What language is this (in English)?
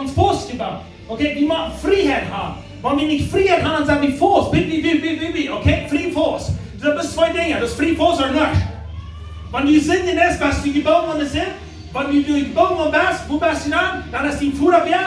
Plautdietsch